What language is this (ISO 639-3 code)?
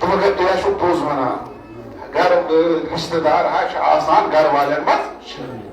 kas